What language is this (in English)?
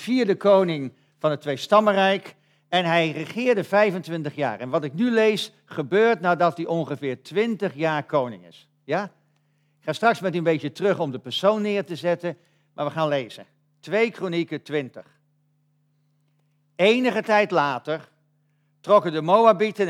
Dutch